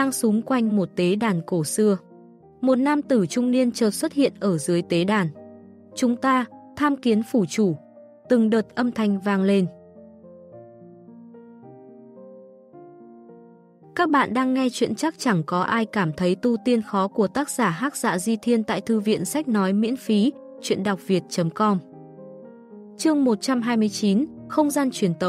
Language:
Vietnamese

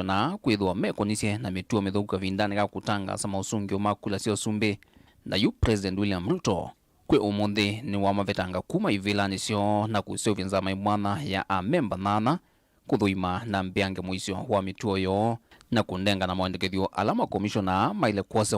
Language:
Kamba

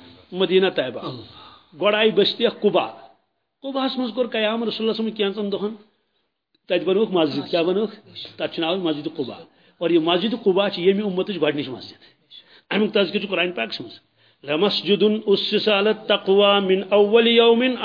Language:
Kashmiri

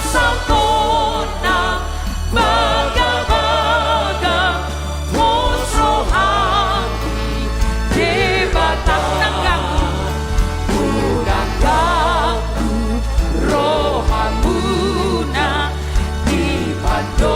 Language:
Batak Toba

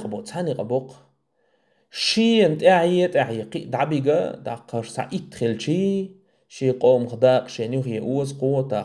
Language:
Chechen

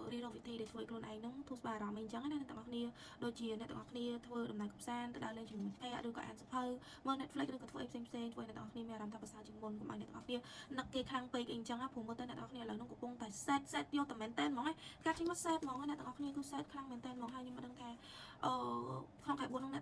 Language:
Khmer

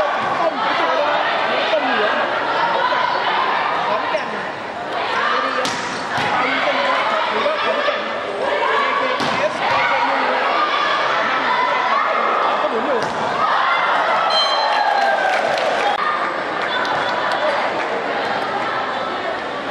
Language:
Thai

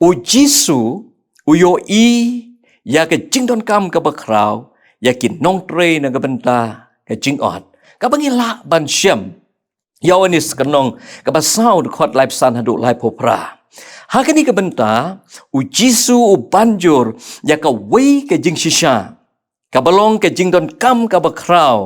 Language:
Khasi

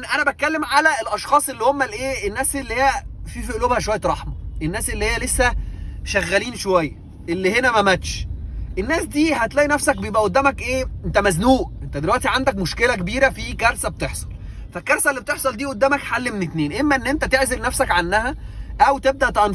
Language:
Egyptian Arabic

